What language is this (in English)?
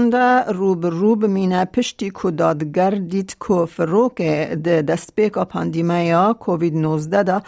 Kurdish